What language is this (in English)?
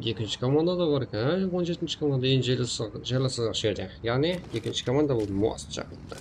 Kara-Kalpak